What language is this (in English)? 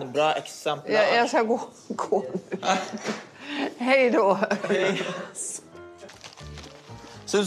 Norwegian